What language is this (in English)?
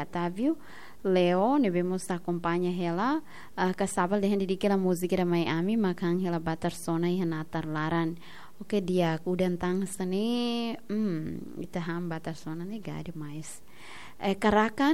Tetum